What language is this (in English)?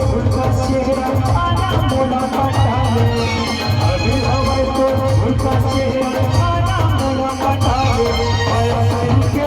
Chhattisgarhi